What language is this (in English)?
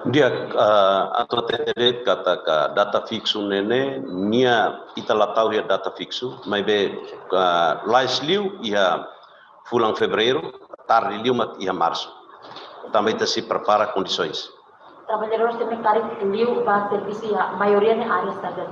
Tetum